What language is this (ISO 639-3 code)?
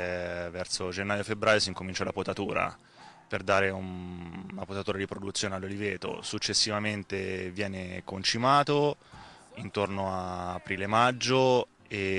ita